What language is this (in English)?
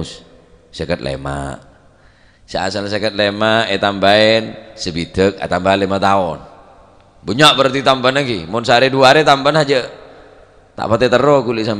Madurese